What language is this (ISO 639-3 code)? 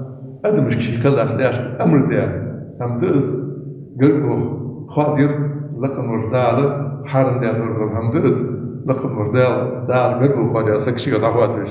inh